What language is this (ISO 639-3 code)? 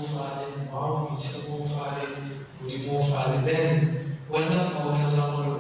tsn